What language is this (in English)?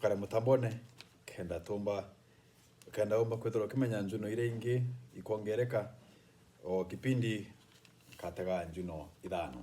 Meru